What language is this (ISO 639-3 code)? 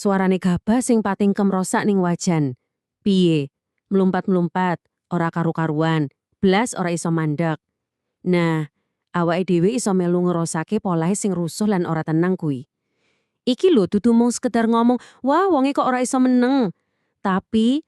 jav